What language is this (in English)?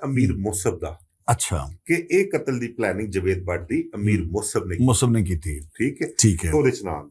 Western Panjabi